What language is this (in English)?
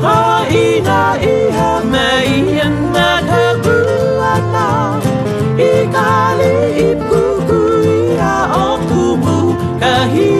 Hawaiian